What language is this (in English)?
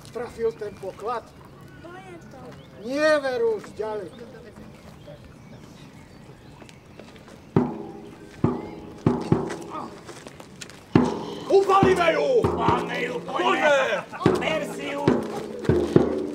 Slovak